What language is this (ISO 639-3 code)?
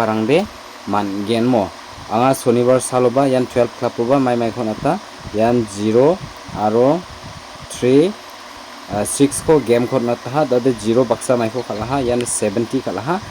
grt